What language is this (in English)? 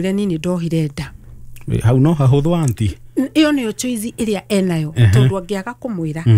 Kikuyu